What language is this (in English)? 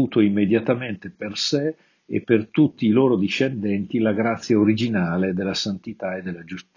Italian